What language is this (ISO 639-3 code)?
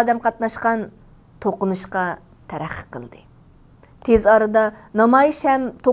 uig